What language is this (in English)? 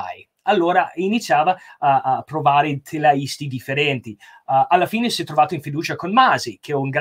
Italian